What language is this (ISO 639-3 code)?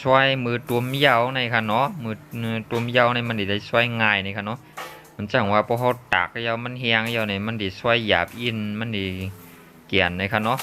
shn